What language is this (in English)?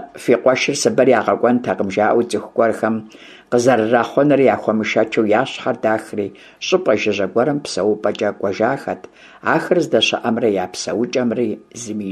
Kabardian